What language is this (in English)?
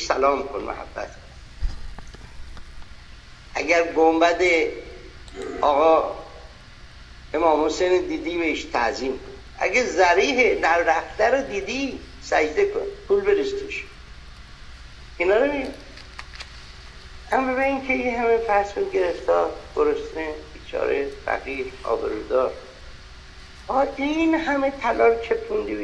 Persian